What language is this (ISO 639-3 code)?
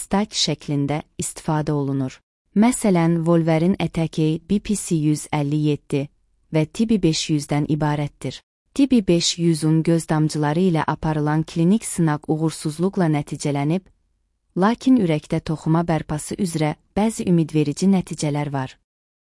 aze